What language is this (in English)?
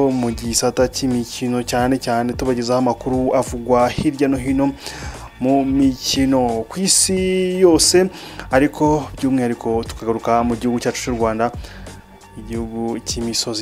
Kinyarwanda